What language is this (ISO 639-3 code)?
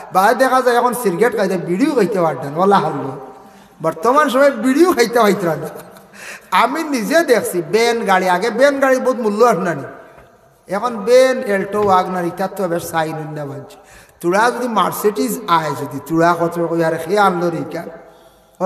syl